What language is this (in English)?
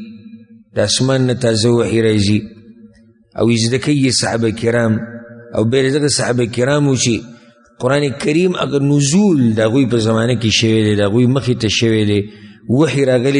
Pashto